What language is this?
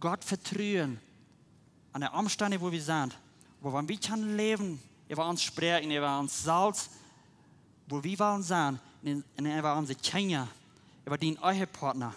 Plautdietsch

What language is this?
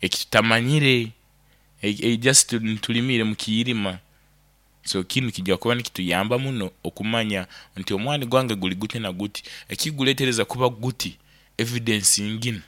Nyankole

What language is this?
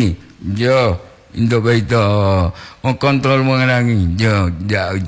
Gorontalo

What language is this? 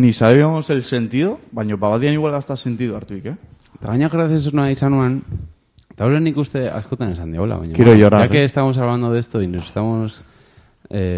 Basque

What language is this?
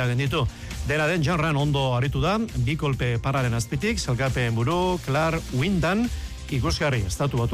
Basque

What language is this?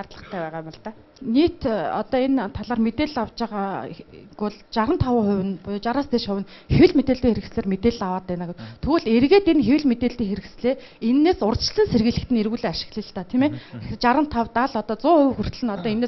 Mongolian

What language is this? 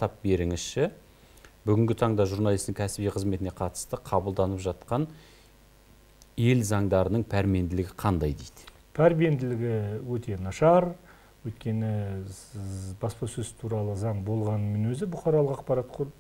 Kazakh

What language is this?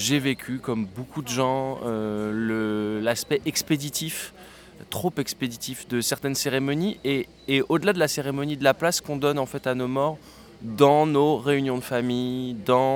French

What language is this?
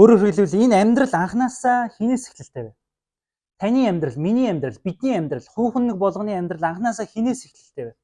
Mongolian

